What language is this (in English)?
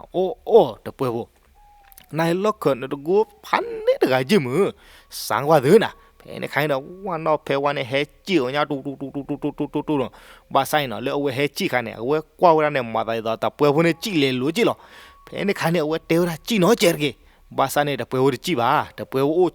S'gaw Karen